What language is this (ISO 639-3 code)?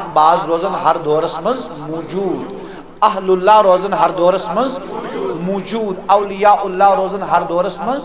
kas